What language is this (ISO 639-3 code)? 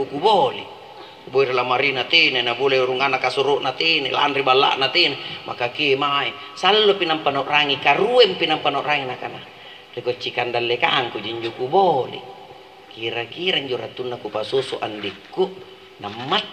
mak